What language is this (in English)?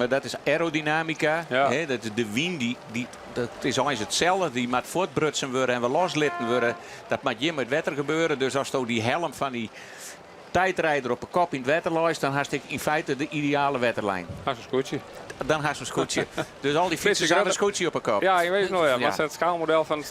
Western Frisian